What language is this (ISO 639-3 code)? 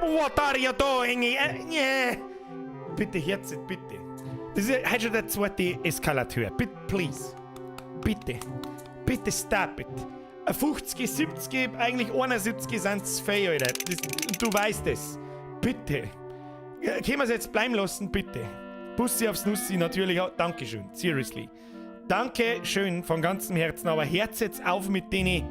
bar